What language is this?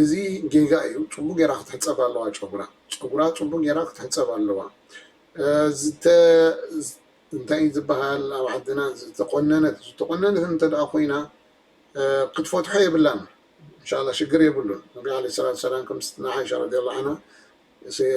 Tigrinya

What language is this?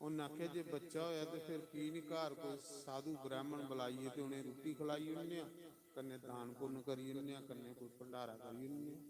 Dogri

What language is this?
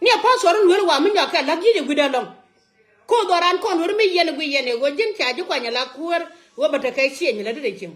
Nuer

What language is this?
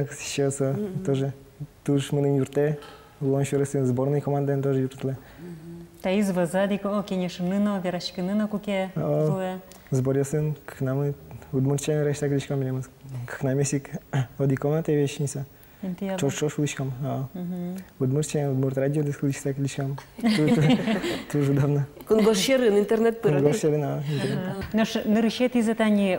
Udmurt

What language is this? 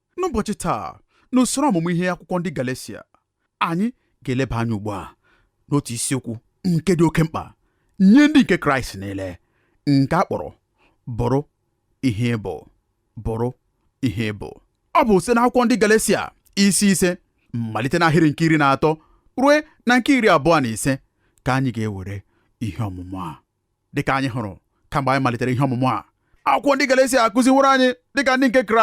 Igbo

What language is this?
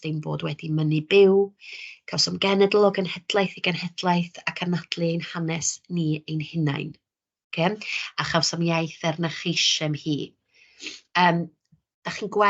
Welsh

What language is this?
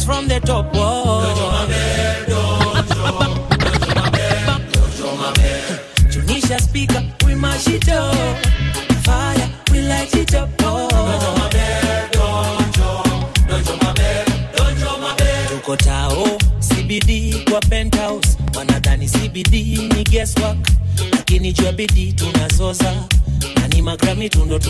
Swahili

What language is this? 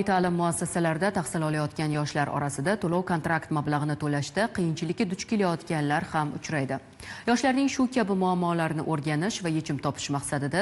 Uzbek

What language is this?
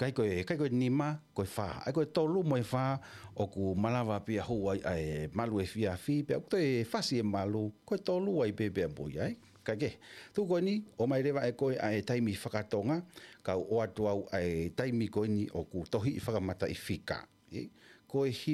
Tongan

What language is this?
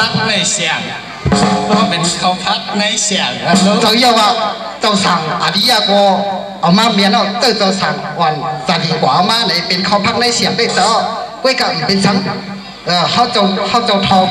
Shan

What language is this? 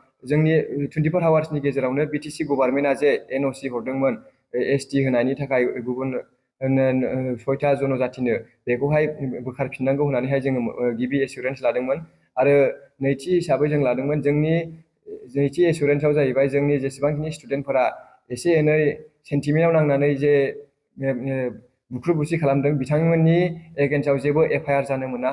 Bodo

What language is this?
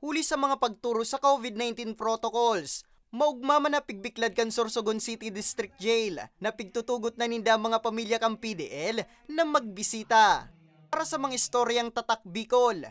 Bikol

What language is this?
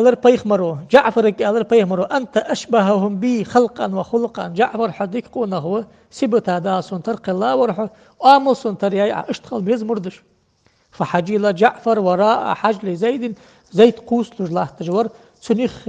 Ingush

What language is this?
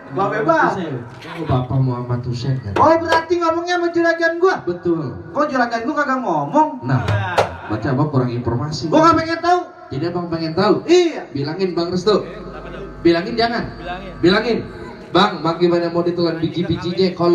Betawi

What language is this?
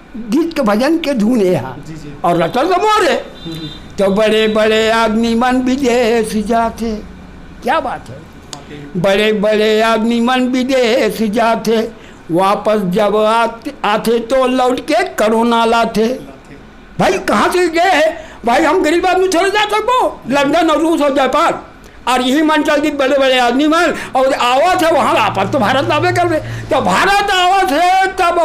Chhattisgarhi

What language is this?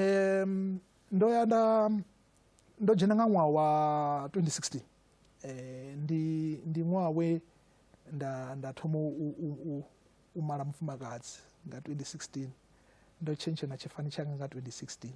Venda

